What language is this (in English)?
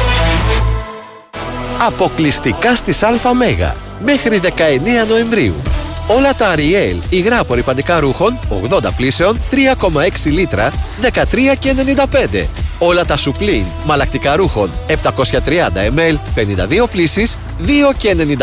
Greek